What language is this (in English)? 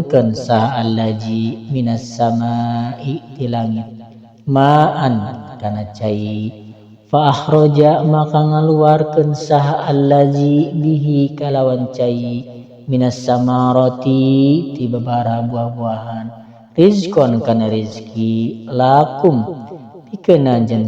Sundanese